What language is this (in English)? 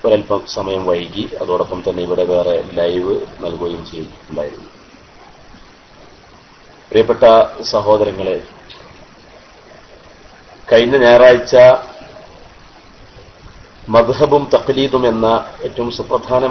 Malayalam